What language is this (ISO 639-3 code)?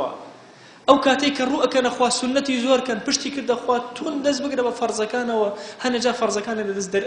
ckb